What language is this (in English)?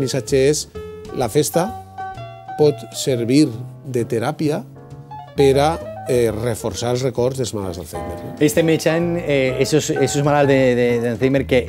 Catalan